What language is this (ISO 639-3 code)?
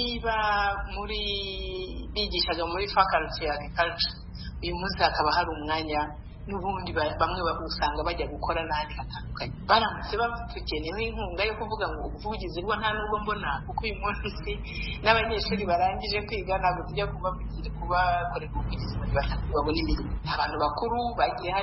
kin